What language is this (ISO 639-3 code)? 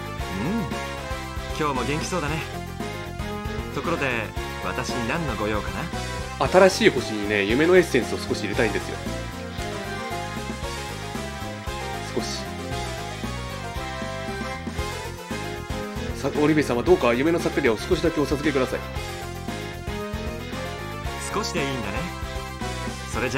jpn